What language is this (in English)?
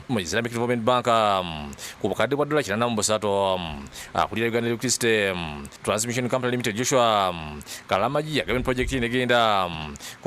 Ganda